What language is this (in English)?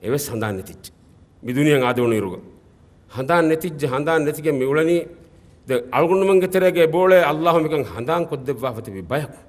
Divehi